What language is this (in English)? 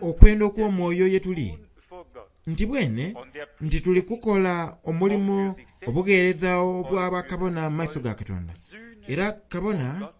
Soga